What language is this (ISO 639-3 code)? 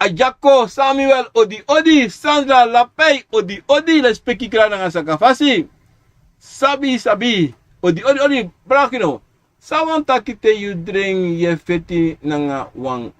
srn